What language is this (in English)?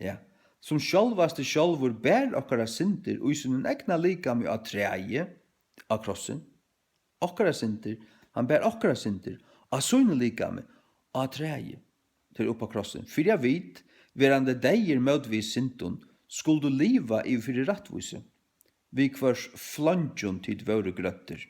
Faroese